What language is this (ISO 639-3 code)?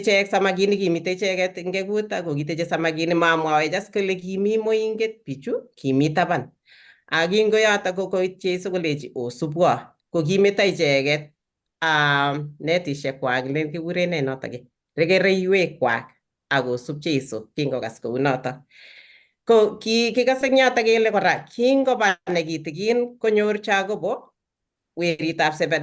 kln